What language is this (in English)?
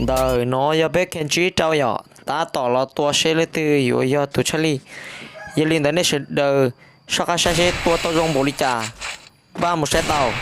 Hmong